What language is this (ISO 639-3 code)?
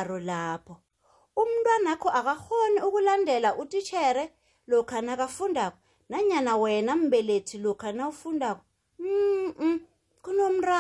nbl